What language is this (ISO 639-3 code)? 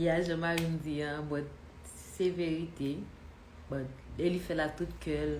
hat